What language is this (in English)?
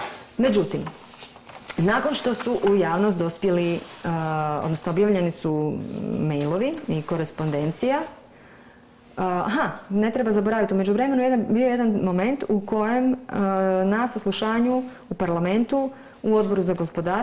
Croatian